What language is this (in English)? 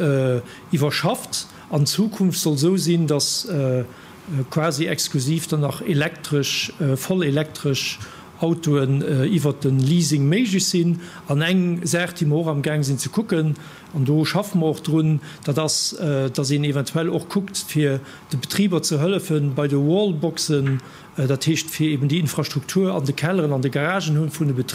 Luxembourgish